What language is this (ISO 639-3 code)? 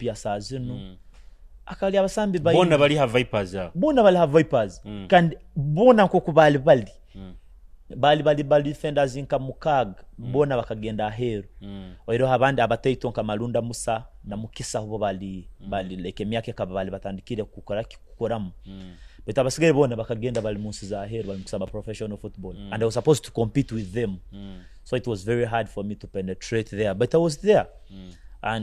nyo